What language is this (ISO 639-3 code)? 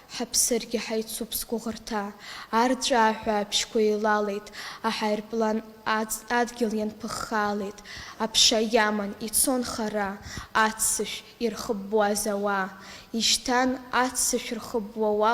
abk